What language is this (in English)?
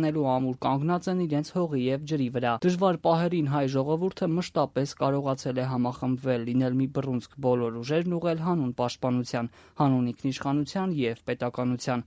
Armenian